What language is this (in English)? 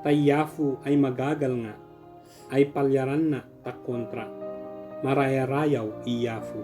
Ibanag